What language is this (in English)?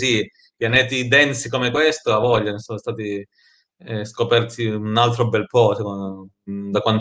Italian